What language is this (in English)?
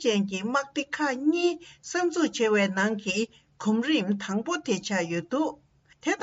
Tibetan